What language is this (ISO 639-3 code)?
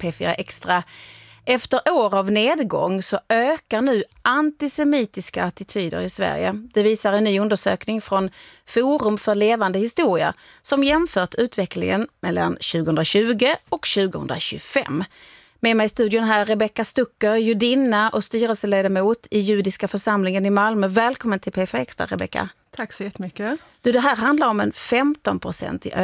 swe